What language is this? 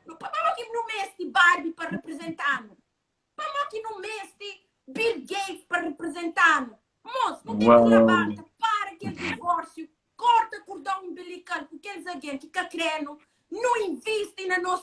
Kabuverdianu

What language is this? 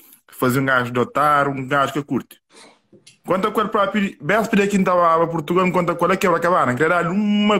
Kabuverdianu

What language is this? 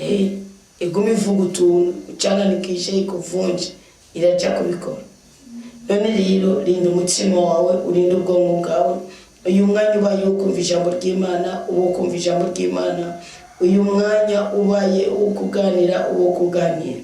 Rundi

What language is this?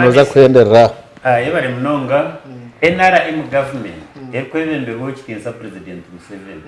Nyankole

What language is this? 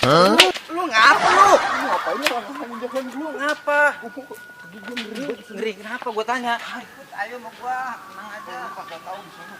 Betawi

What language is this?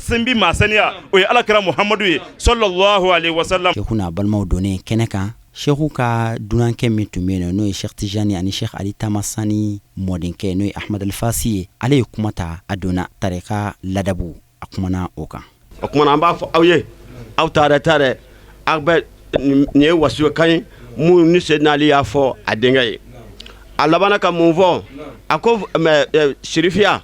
Bambara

